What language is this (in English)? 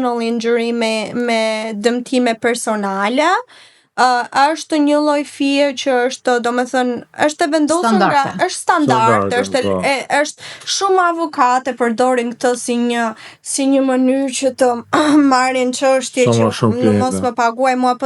Albanian